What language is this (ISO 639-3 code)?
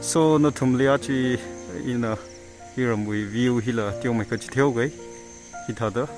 nmf